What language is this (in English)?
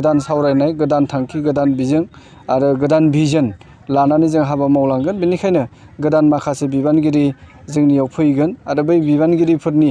Bodo